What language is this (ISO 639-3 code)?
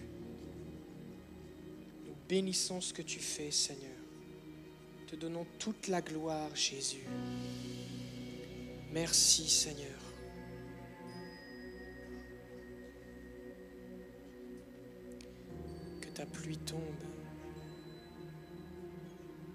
fra